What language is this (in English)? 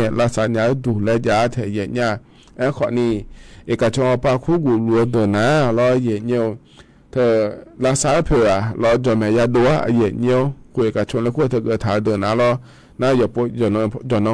Akha